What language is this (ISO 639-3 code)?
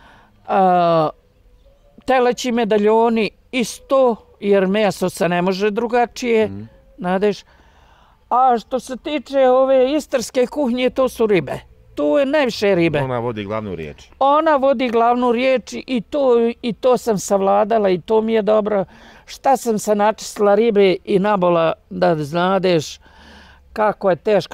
bos